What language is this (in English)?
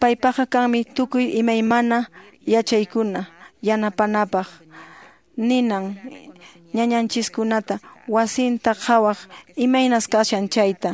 Quechua